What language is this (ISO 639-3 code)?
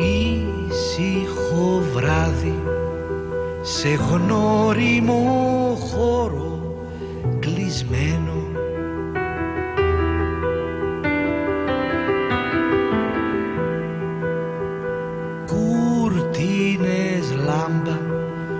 ell